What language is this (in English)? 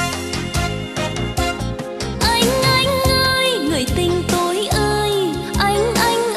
Vietnamese